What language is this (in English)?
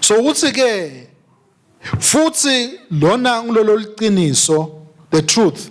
Swati